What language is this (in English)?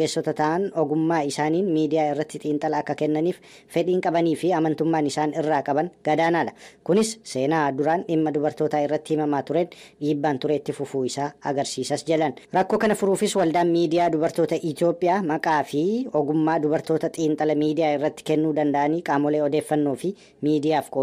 Oromo